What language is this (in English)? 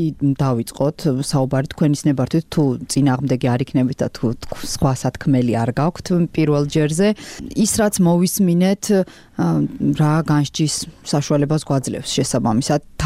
Georgian